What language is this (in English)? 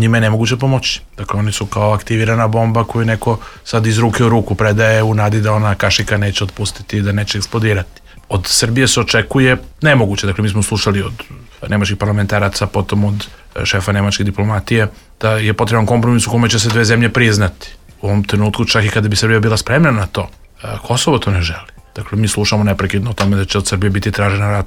Serbian